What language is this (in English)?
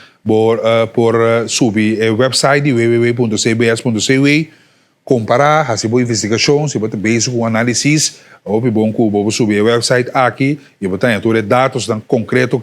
Papiamento